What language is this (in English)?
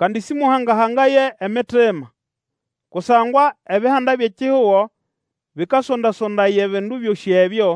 Nande